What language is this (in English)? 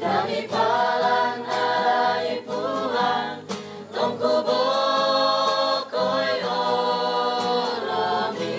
Toraja-Sa'dan